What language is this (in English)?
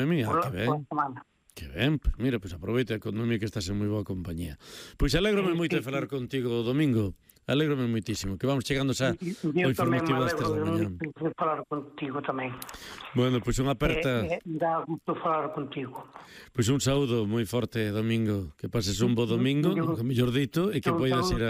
Galician